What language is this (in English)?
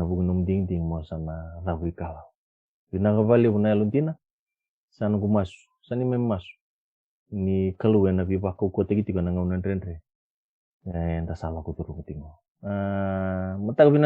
Fijian